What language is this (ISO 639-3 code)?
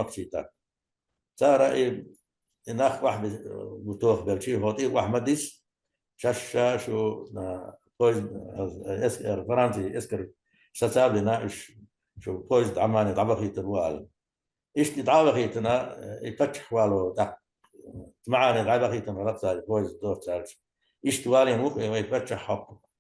che